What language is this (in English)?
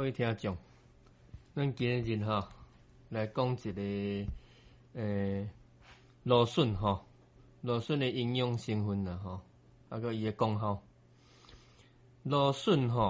Min Nan Chinese